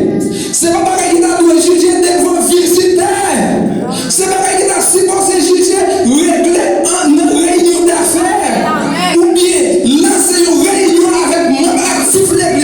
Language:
Haitian Creole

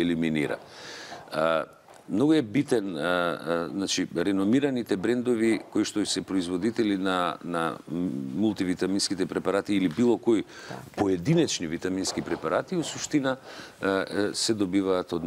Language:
Macedonian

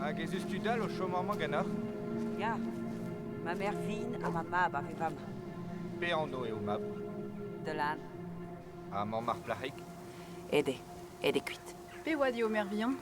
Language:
Breton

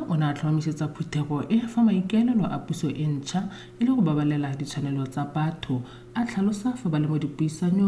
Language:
Tswana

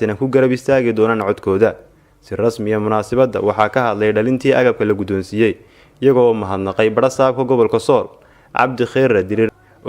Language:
Somali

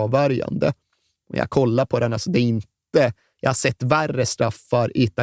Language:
Swedish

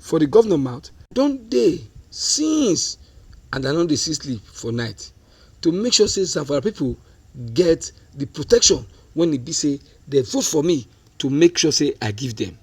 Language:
Nigerian Pidgin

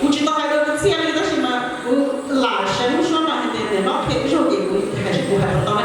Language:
Hmong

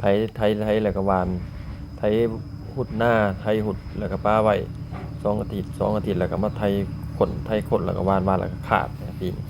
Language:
Lao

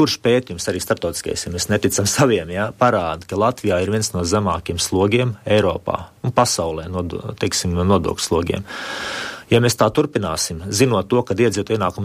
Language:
Latvian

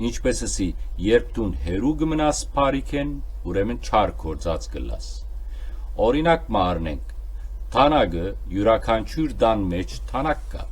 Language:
Western Armenian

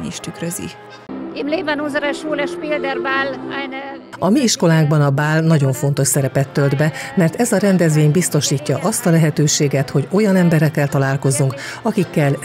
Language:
Hungarian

